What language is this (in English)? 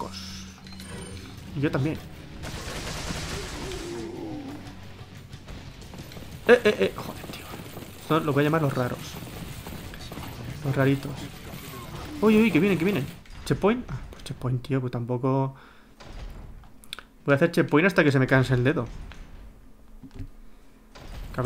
Spanish